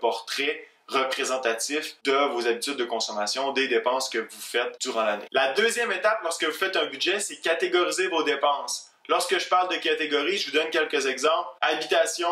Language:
French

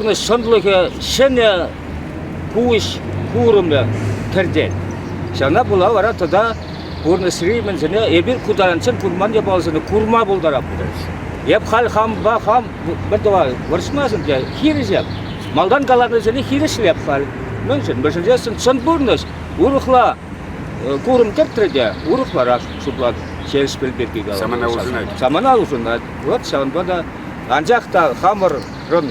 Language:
Chuvash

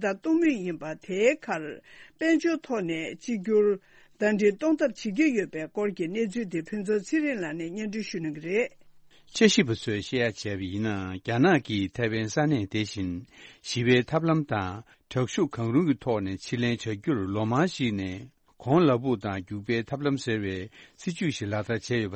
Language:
Tibetan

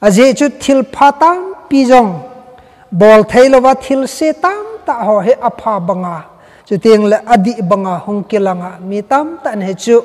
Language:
Thado Chin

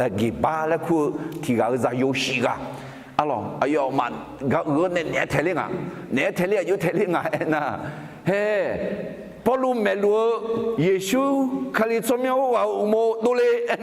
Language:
Akha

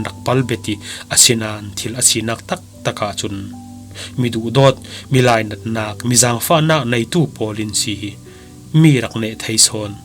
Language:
Falam Chin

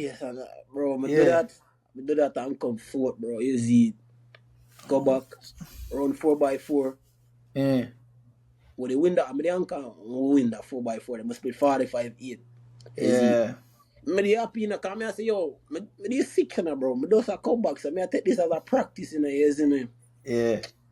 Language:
Jamaican Creole English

